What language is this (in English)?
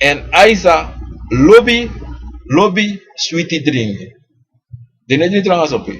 Sranan Tongo